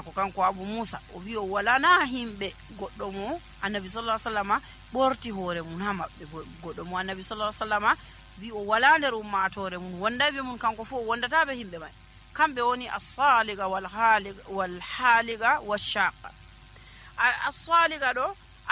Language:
Nigerian Fulfulde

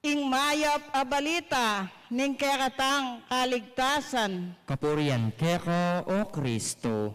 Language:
Pampanga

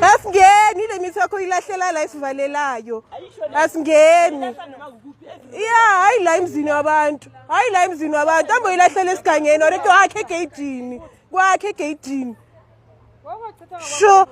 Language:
Zulu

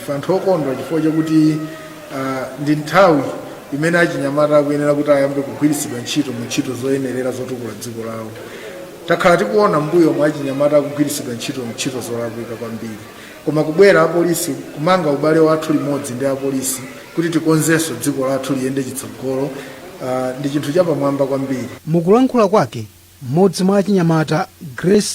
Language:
Nyanja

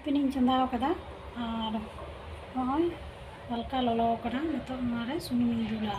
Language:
Santali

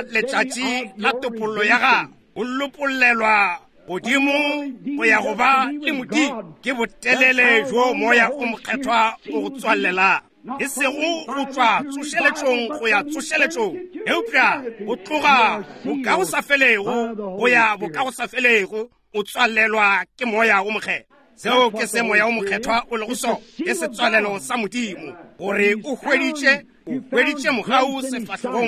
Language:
Northern Sotho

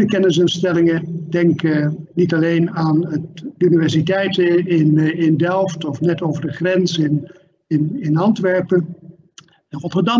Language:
Dutch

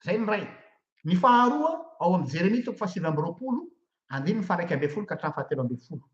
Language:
Malagasy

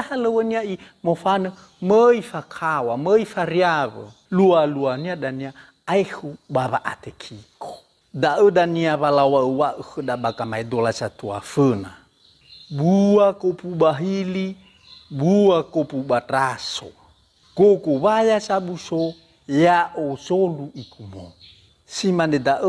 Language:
Nias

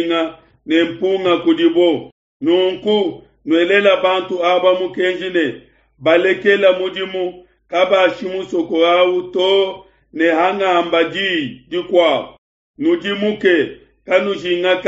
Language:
Luba-Lulua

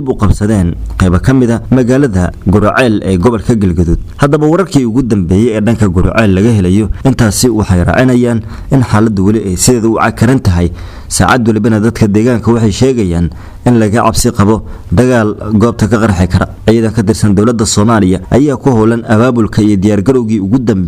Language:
Somali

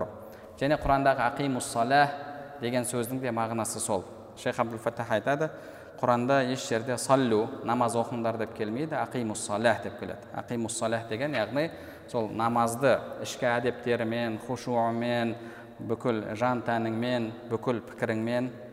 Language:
Kazakh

